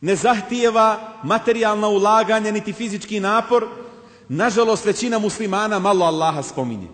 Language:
Bosnian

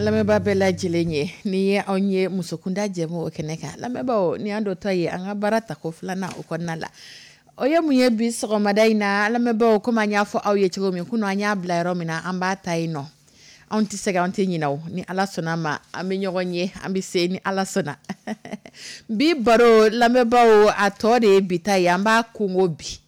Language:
Dyula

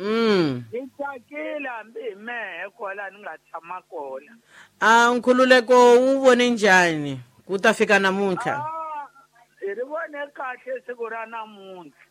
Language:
Tsonga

